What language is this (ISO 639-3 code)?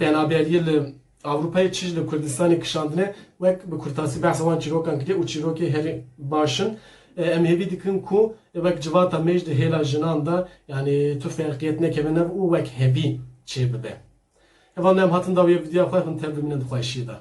kur